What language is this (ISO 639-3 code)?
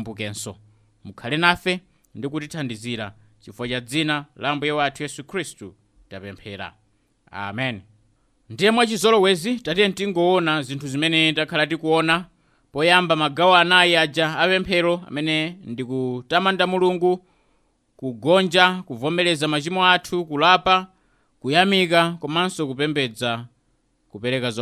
nya